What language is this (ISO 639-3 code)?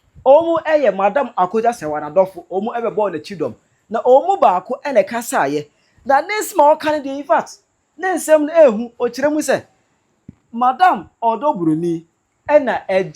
aka